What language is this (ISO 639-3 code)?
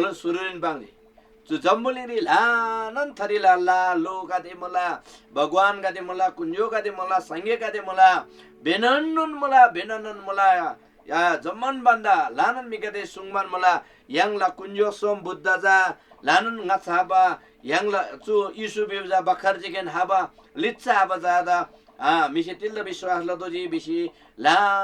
taj